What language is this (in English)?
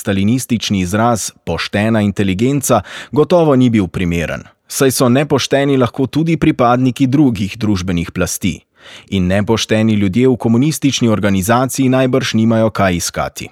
Slovenian